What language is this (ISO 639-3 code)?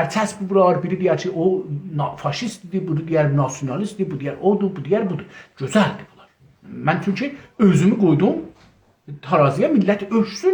azb